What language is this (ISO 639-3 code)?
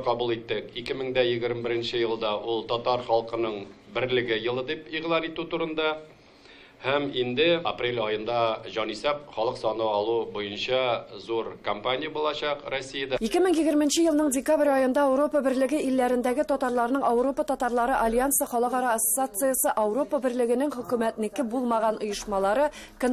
tat